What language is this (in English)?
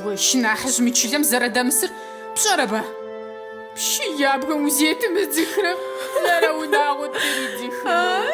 Adyghe